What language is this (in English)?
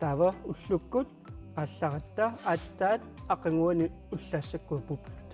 Kalaallisut